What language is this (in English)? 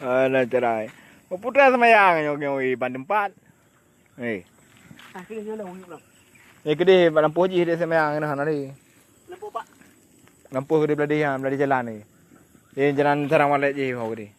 Achinese